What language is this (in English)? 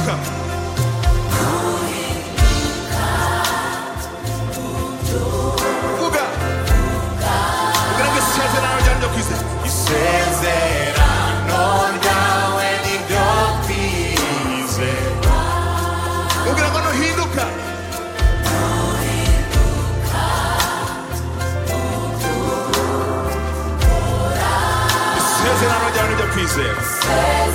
Kinyarwanda